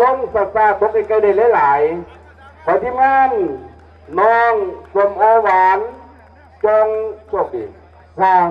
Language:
Lao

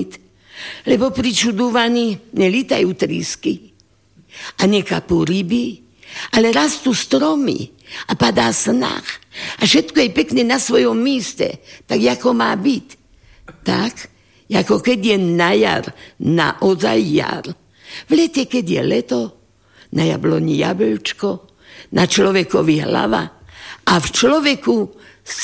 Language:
Slovak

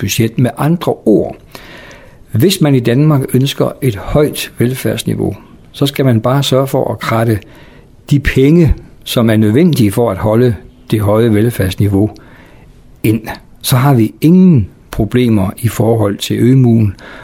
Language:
Danish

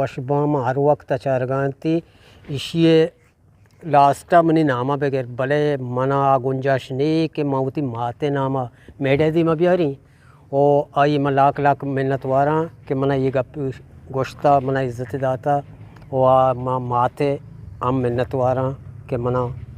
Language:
Eastern Balochi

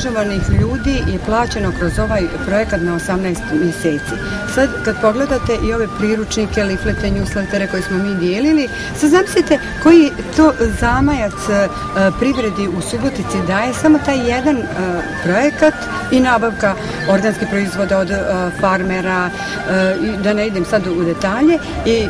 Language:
Serbian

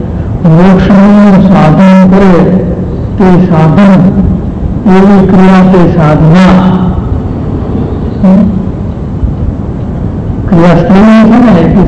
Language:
Gujarati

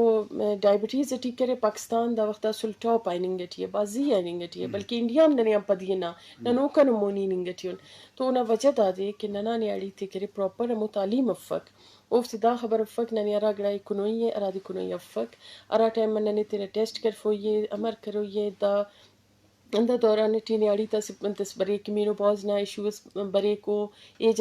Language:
Eastern Balochi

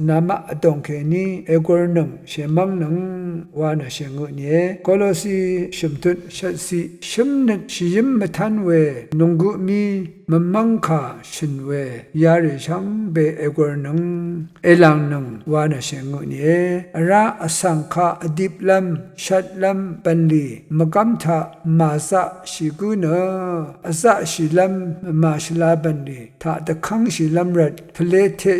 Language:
Rawang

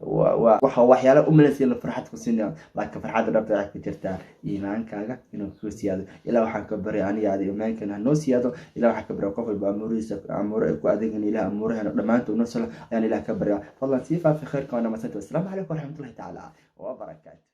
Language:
Somali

